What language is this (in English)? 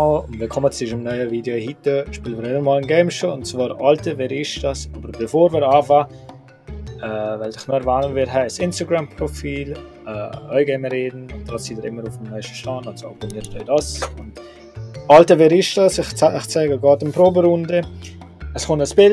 Swiss German